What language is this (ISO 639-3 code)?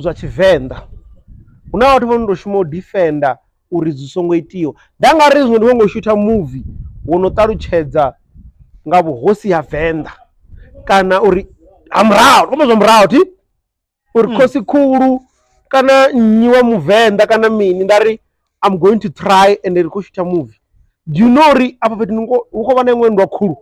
ven